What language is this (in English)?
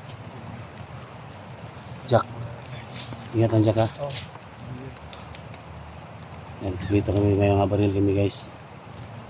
Filipino